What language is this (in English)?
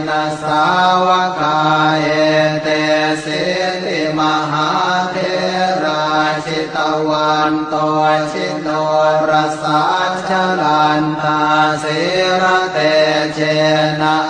Pali